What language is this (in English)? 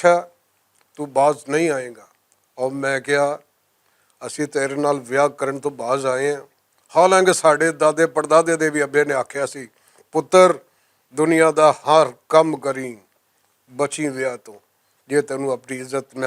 Western Panjabi